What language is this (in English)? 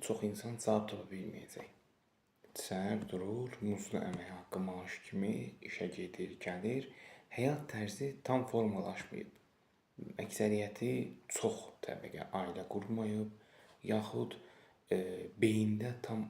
Azerbaijani